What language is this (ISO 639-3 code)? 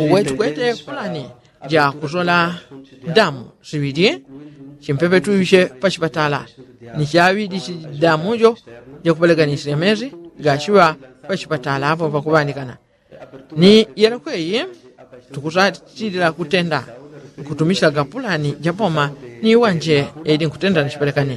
yao